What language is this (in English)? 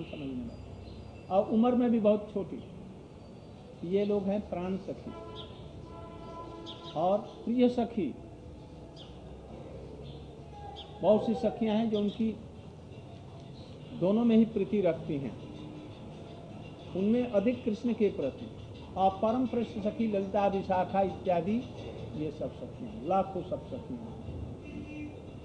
Hindi